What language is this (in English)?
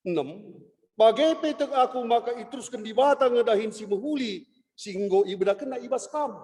Batak Karo